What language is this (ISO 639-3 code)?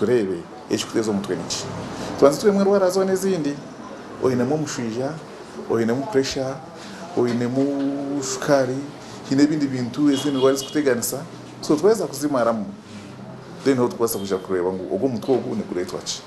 nyn